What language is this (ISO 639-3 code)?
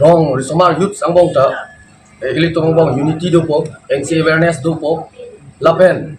mjw